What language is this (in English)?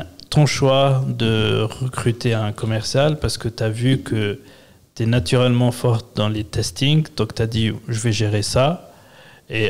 French